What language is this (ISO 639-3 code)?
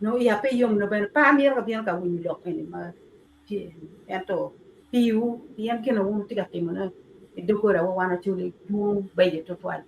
ach